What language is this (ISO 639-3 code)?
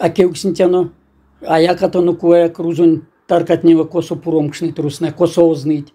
myv